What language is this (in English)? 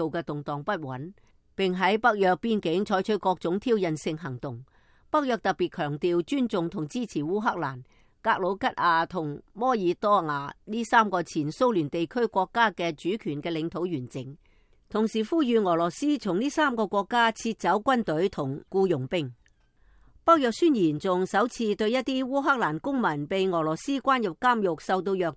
Cantonese